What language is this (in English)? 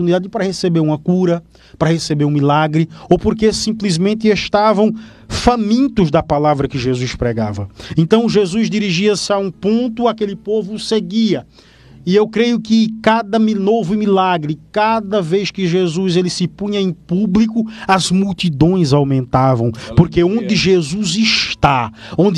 Portuguese